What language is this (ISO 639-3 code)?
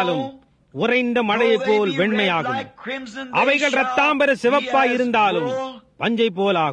tam